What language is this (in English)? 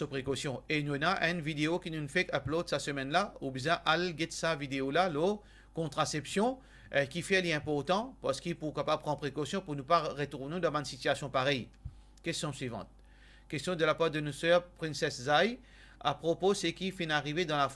Morisyen